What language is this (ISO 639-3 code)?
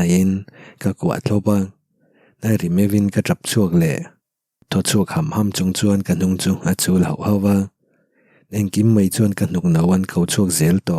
lus